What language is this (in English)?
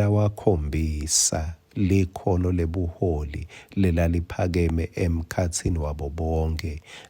Swati